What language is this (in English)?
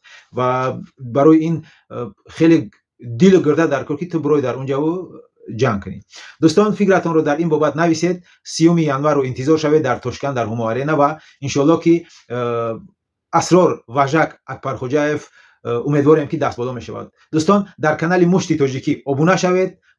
Tajik